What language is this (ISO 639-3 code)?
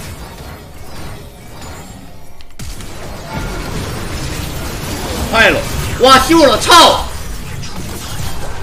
zho